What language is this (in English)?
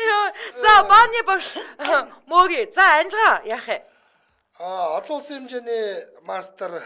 Mongolian